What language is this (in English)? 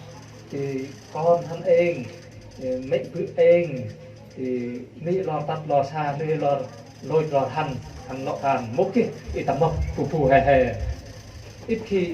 Central Mnong